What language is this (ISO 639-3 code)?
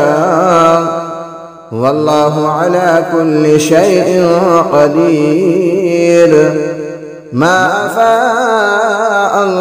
ara